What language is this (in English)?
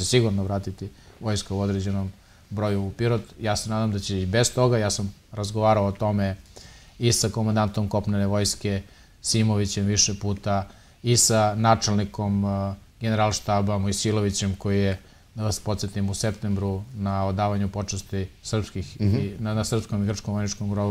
Serbian